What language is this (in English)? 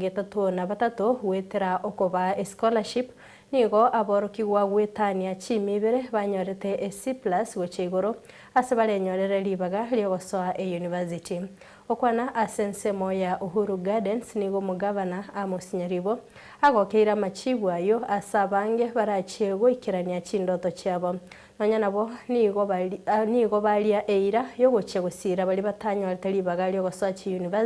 Gusii